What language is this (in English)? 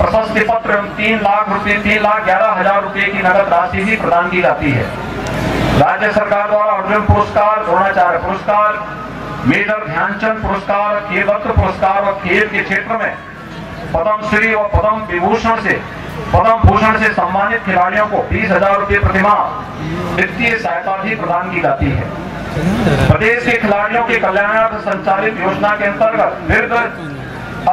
Hindi